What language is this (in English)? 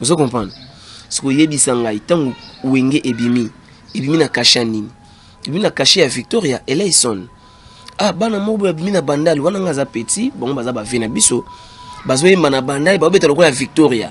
Lingala